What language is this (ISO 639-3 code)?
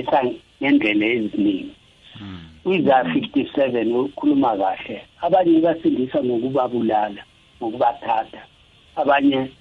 nbl